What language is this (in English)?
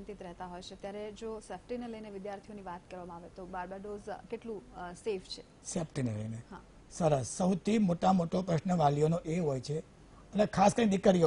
Gujarati